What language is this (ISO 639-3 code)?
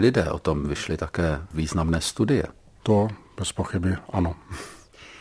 ces